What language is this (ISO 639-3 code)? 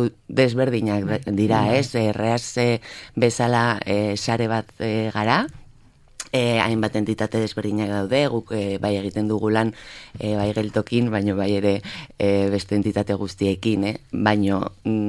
eus